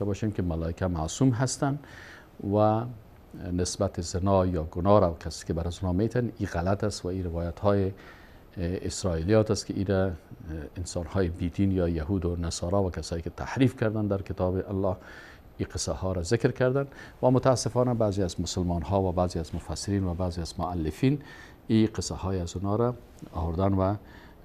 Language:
Persian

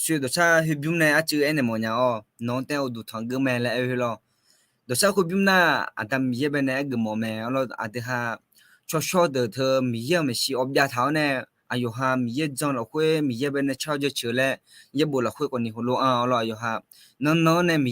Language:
Akha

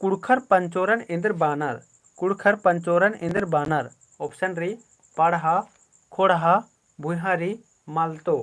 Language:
Kurukh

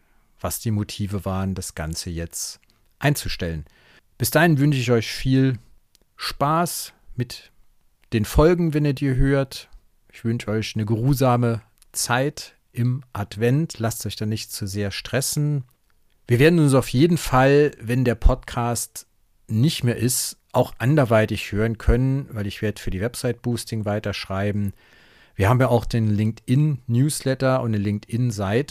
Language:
German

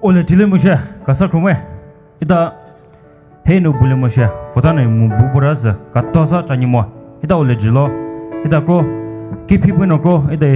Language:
Poumei Naga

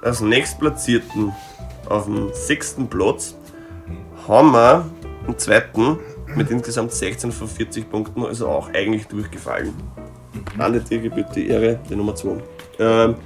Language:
Bavarian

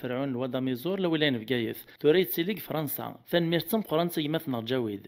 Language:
Kabyle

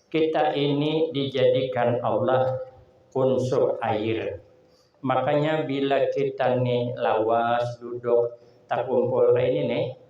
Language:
Banjar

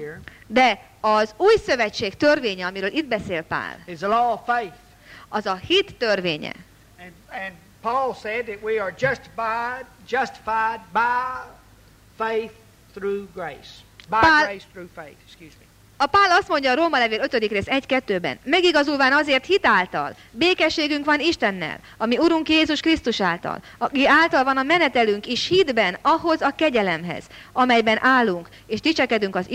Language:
Hungarian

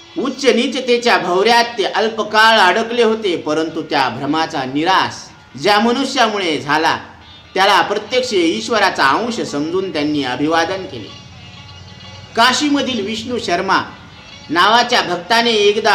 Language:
Marathi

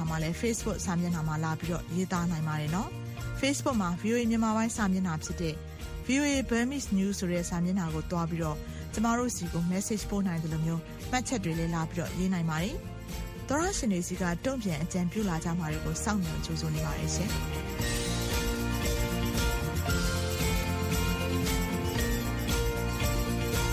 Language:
Burmese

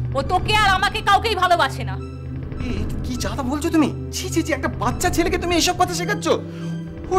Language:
Bangla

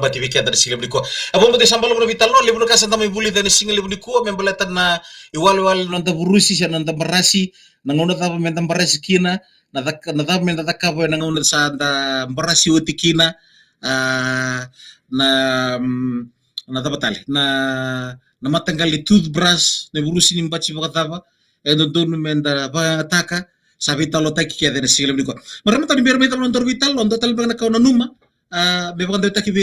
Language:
Fijian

